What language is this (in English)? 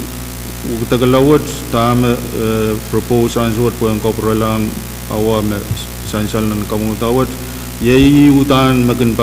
Pohnpeian